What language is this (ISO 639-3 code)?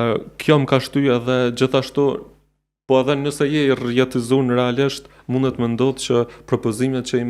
sqi